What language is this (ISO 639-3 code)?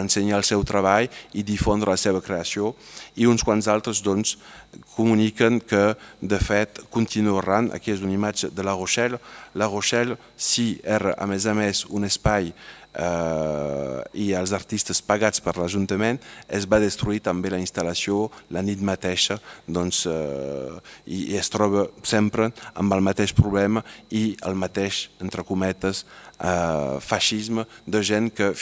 cat